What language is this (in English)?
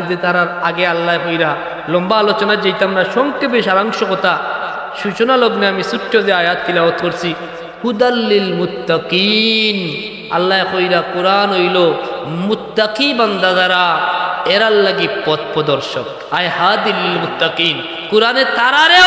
Sylheti